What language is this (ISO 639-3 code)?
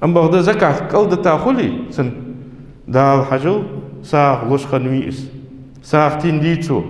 inh